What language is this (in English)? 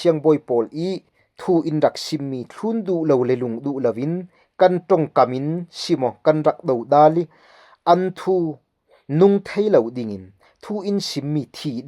Falam Chin